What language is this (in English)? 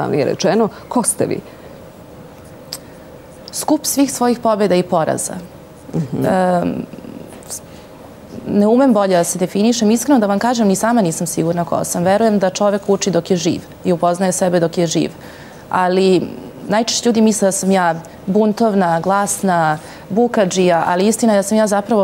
Serbian